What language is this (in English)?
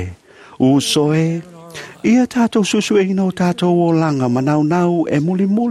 Samoan